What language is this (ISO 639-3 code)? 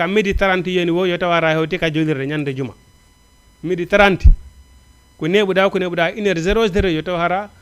ful